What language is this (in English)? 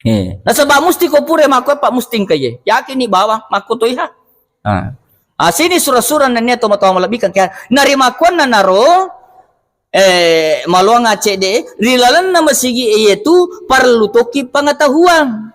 Buginese